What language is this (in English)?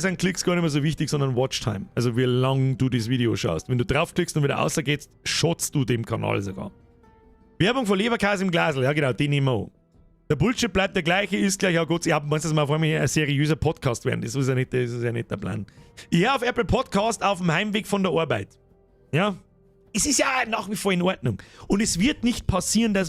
Bavarian